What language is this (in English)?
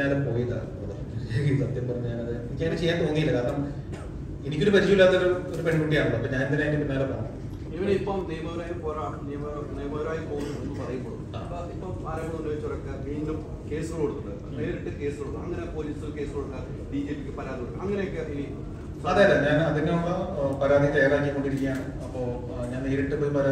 Malayalam